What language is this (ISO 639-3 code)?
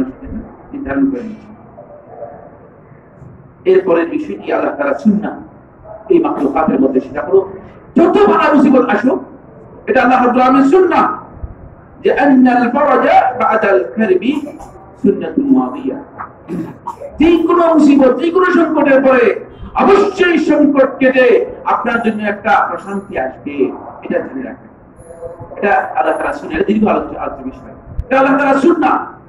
ben